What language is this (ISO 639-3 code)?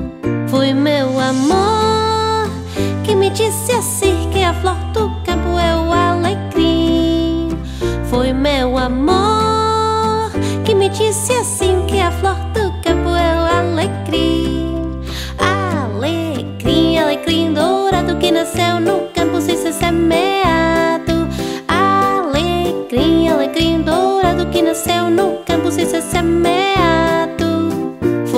por